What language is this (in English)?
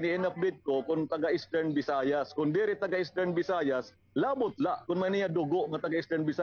Waray